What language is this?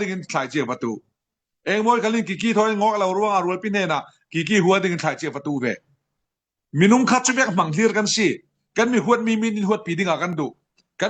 Falam Chin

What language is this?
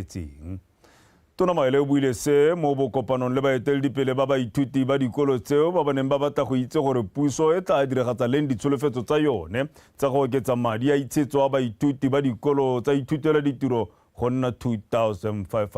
Tswana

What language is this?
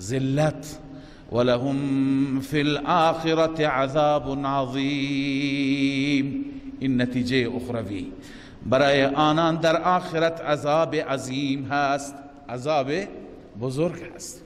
Persian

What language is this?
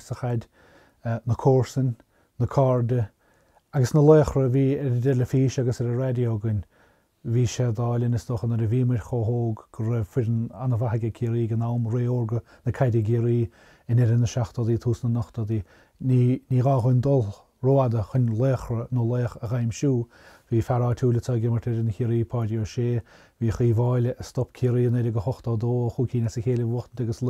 Irish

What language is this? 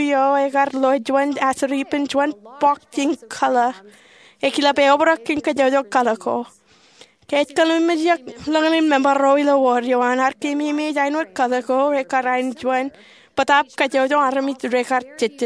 Marshallese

